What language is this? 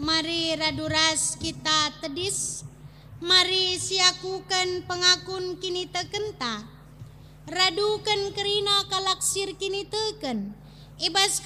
Batak Karo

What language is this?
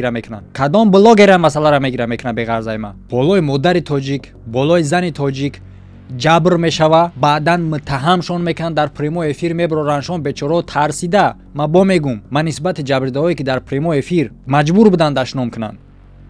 Tajik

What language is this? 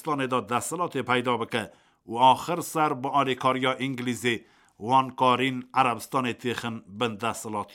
Kurdish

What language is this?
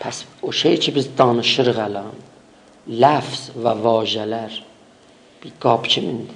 South Azerbaijani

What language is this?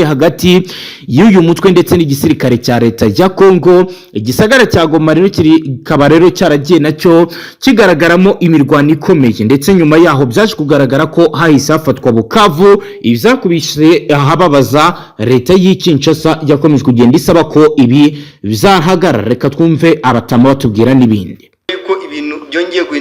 Kinyarwanda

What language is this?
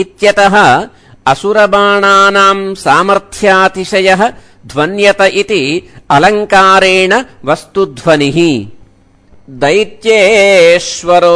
Sanskrit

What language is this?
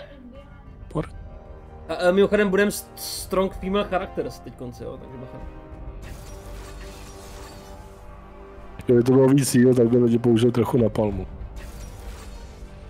Czech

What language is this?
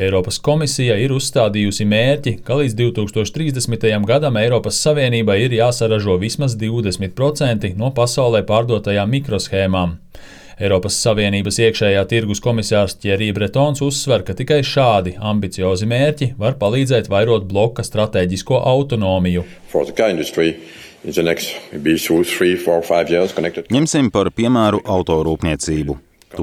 Latvian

